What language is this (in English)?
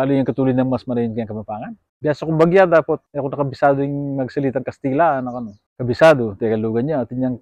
Pampanga